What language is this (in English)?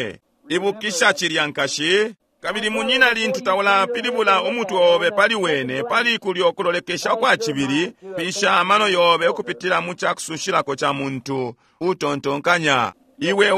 Bemba